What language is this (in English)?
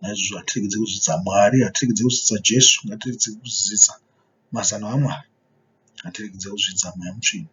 Shona